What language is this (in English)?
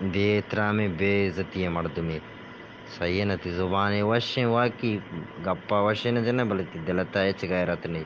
Eastern Balochi